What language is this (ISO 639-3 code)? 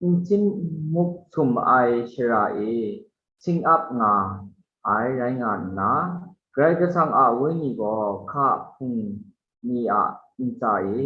kac